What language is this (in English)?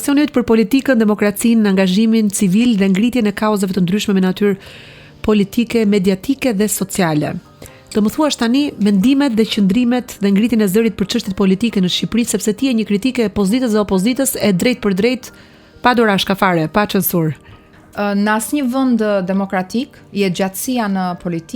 Albanian